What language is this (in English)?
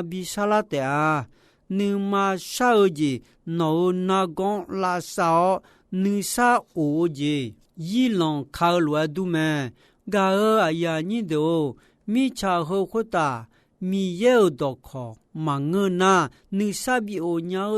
Akha